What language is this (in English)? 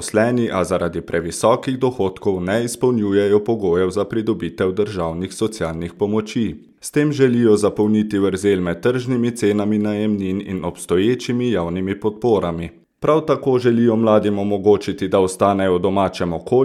Slovenian